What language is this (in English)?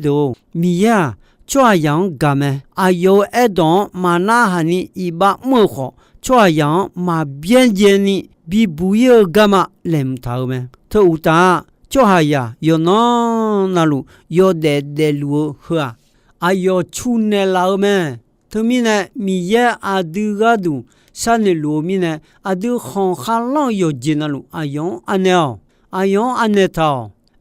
Akha